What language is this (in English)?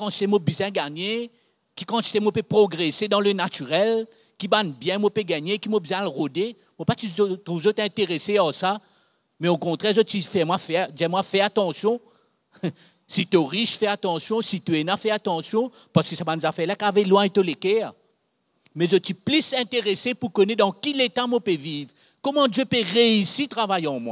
Morisyen